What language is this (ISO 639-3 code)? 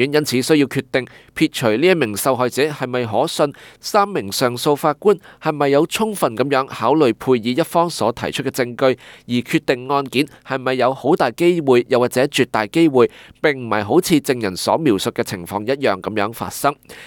yue